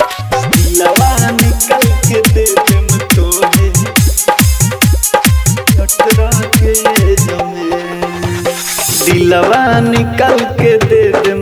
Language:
Bhojpuri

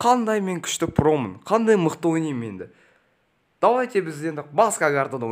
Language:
Kazakh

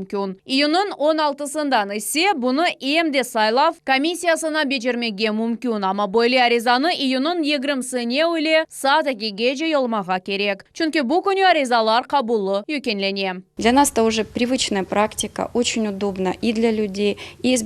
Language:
Crimean Tatar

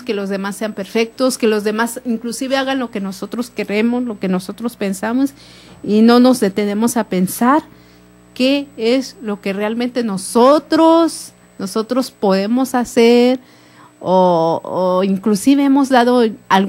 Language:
Spanish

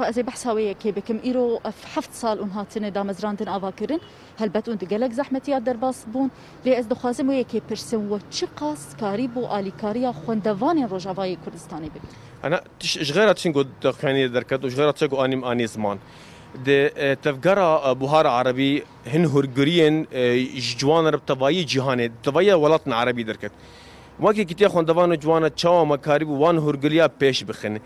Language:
Kurdish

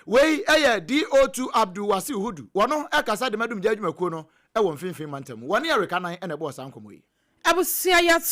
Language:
Akan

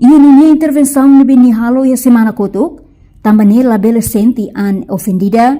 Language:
Tetum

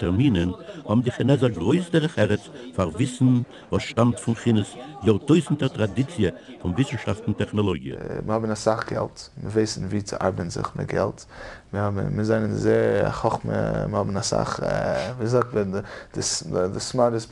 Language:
Yiddish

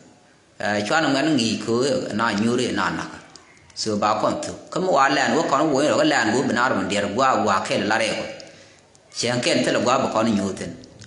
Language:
Nuer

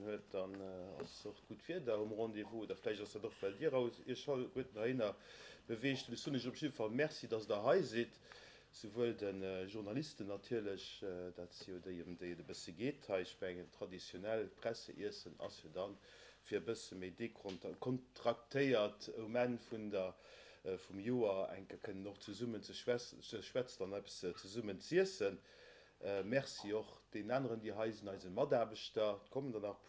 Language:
Luxembourgish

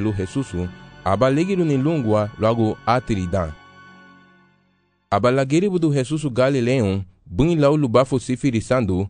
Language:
Garifuna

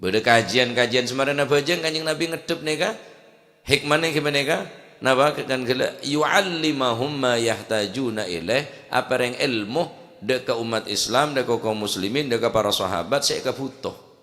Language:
Madurese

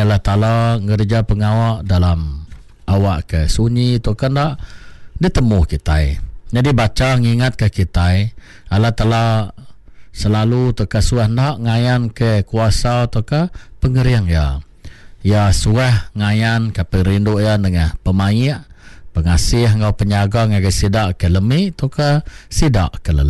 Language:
Iban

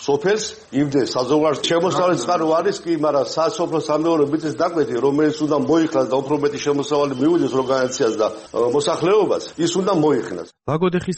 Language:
Georgian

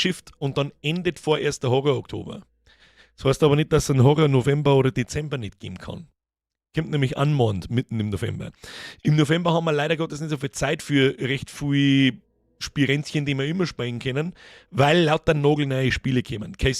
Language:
Bavarian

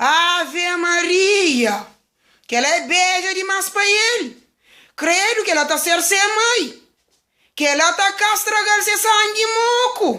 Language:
Kabuverdianu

